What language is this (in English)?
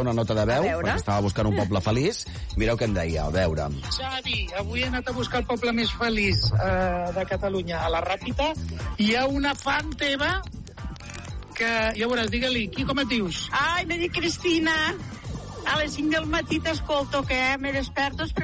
Catalan